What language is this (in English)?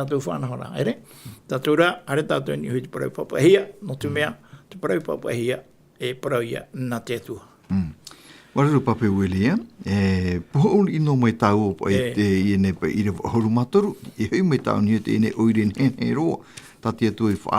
Tahitian